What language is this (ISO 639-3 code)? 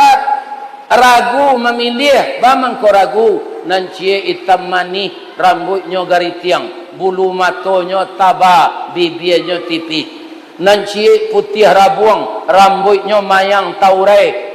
min